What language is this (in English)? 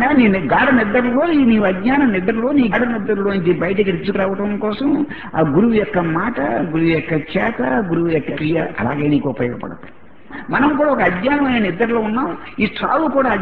Telugu